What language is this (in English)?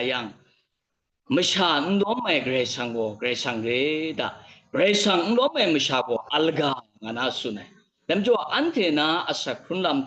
Kachin